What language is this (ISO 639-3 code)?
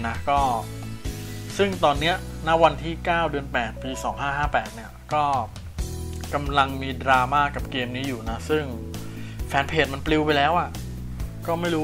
tha